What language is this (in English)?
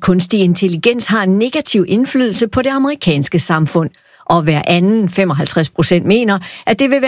Danish